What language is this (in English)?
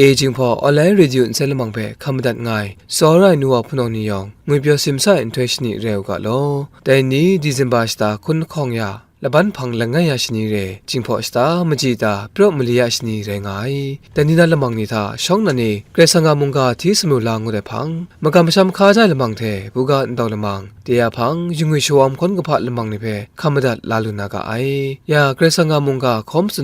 Kachin